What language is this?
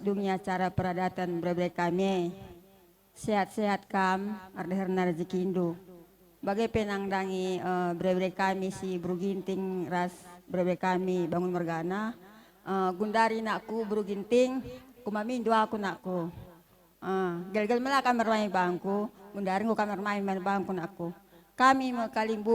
Batak Karo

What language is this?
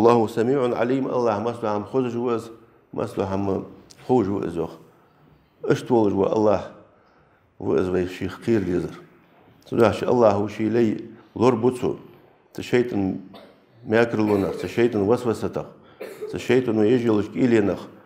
Ingush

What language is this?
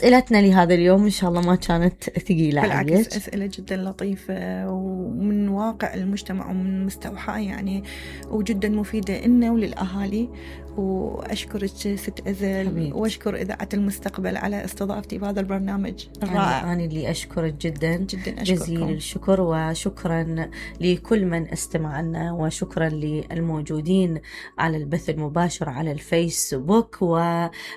Mesopotamian Arabic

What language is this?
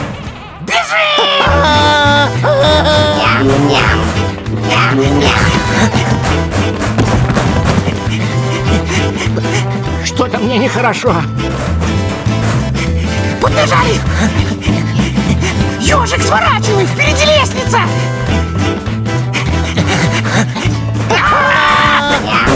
Russian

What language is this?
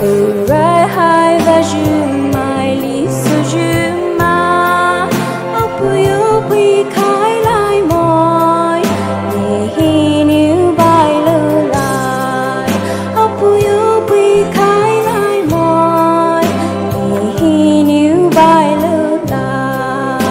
Poumei Naga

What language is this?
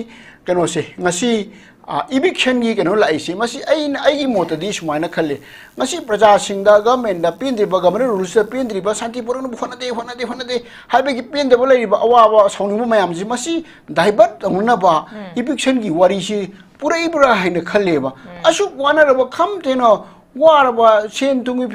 Manipuri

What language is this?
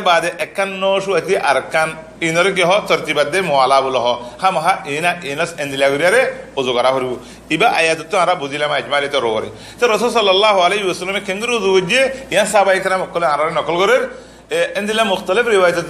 Rohingya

